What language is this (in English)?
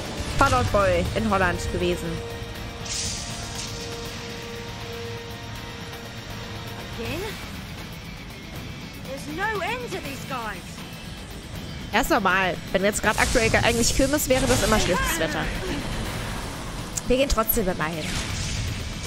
German